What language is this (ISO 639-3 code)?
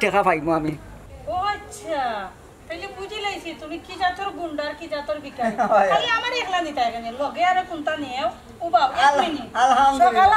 syl